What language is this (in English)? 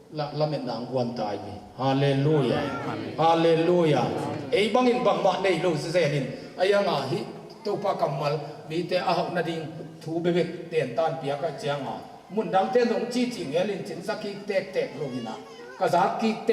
Tedim Chin